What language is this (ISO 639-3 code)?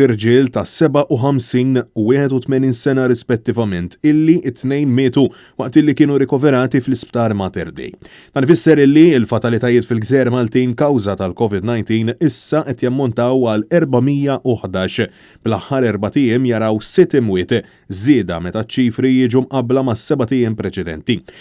mlt